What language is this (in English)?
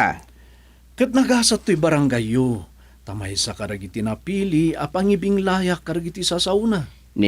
Iloko